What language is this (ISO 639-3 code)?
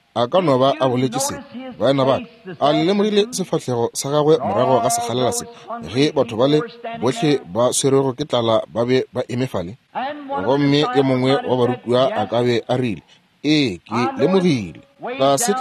nso